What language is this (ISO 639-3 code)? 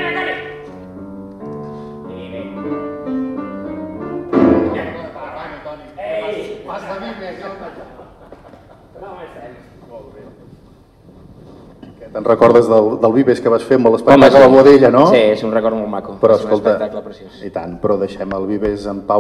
cat